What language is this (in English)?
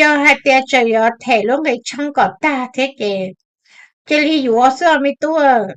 Hmong